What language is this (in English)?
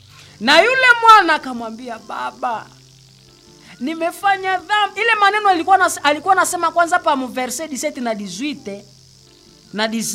Swahili